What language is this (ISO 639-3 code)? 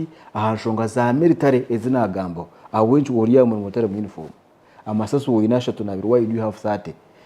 nyn